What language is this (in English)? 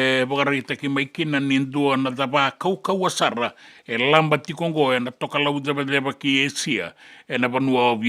Fijian